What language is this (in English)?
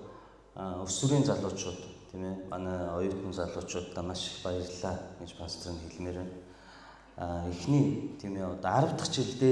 Mongolian